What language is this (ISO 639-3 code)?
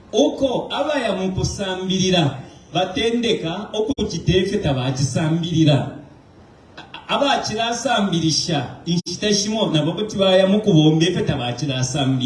bem